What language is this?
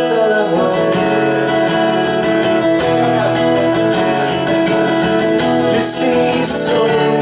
Swedish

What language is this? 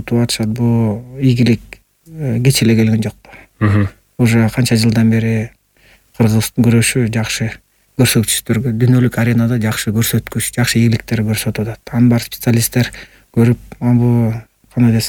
Kyrgyz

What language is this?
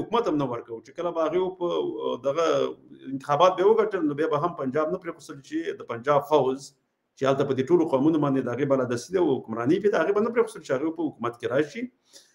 Pashto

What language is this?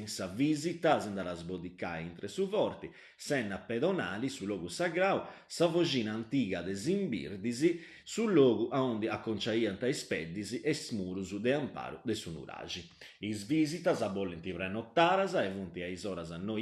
Sardinian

